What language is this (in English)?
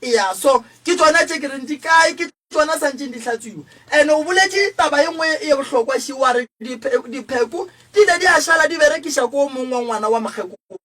Northern Sotho